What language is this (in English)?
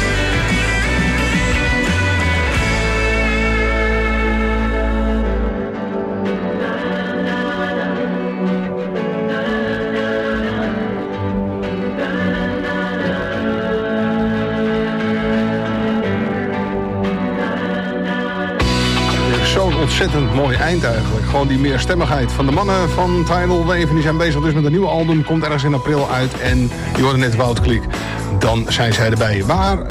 Dutch